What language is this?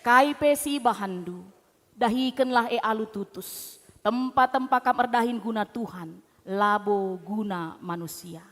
Batak Karo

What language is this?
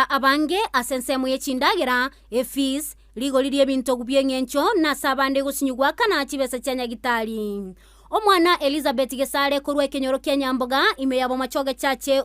Gusii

